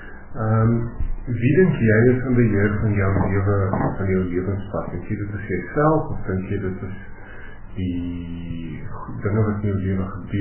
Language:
Afrikaans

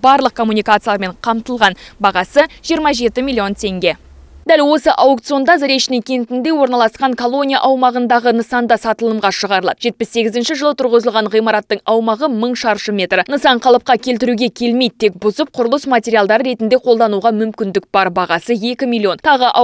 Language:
Kazakh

